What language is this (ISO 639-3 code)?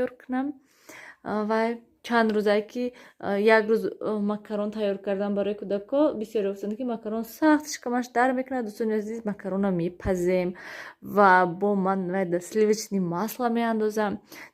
tgk